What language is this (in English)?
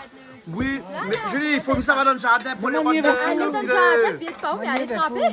Réunion Creole French